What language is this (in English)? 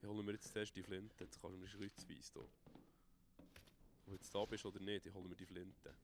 Swiss German